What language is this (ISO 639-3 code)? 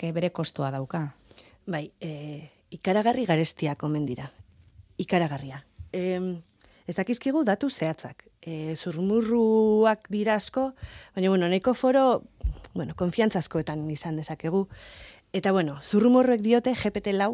eus